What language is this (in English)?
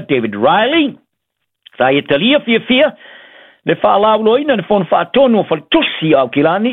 Samoan